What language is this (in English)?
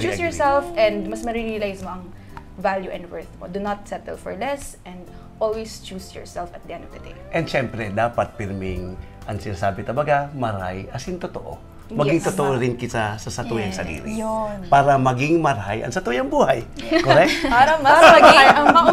Bikol